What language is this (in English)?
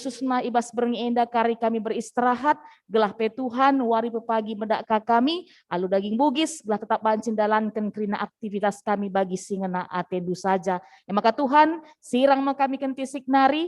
Batak Karo